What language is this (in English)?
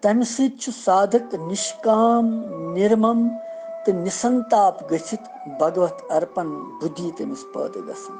Kashmiri